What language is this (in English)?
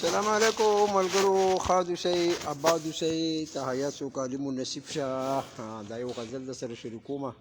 Pashto